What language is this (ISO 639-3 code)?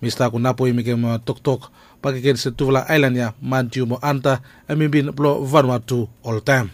bis